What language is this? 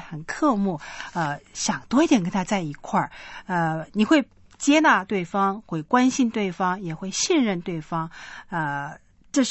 Chinese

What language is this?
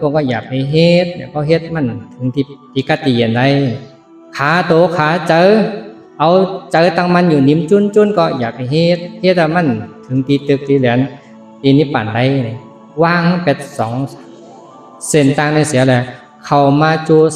Shan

